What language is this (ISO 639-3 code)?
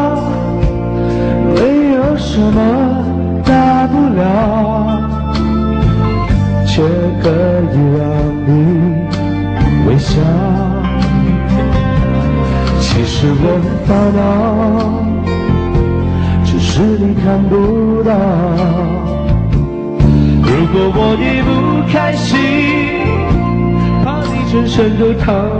zho